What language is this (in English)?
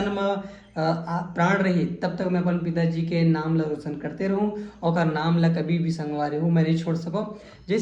Chhattisgarhi